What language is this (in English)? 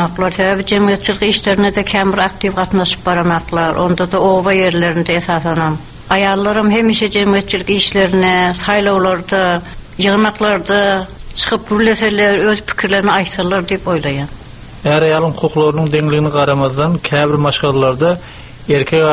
Turkmen